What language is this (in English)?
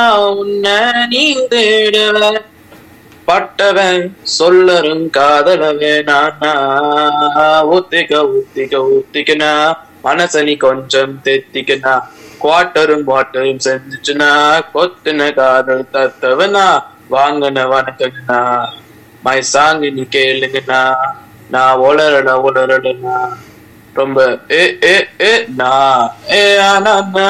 Tamil